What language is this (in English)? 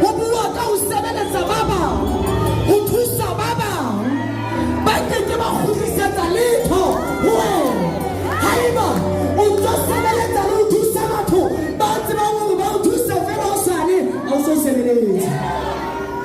Southern Sotho